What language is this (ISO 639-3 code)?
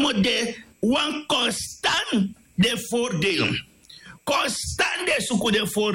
srn